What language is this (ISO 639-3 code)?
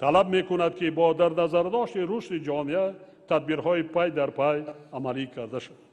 tgk